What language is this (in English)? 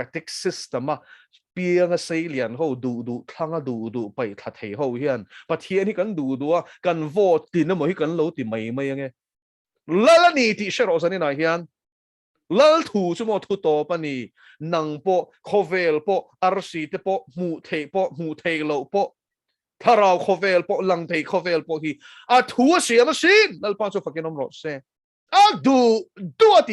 Mizo